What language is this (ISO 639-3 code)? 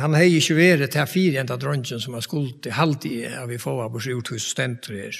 fao